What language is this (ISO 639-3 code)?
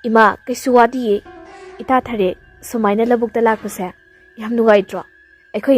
mni